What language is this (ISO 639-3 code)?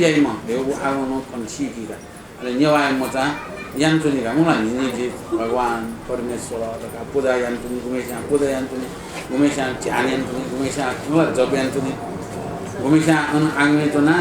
new